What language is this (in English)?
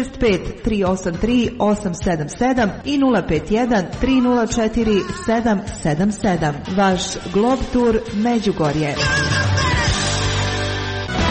Croatian